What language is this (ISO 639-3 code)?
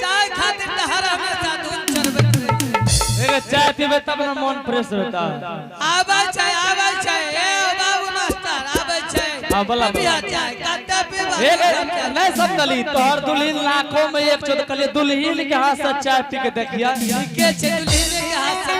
anp